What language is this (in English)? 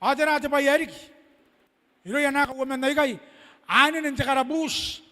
Gilbertese